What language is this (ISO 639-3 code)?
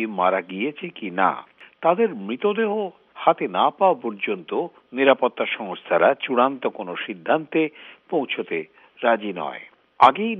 ben